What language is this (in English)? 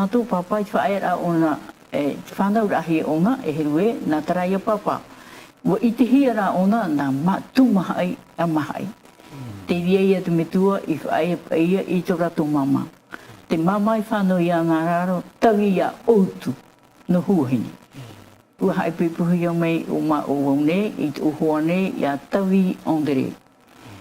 Tahitian